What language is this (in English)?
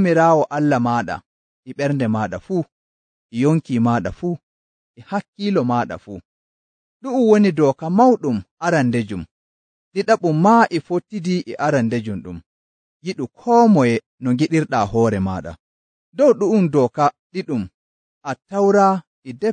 Nigerian Fulfulde